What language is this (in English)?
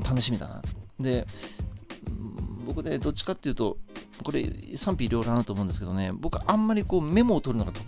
Japanese